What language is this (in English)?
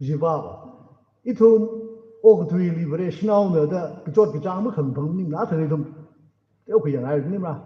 Tangkhul Naga (India)